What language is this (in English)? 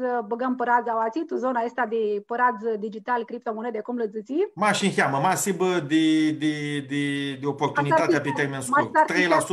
Aromanian